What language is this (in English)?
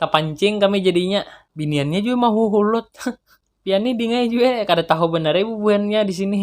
Banjar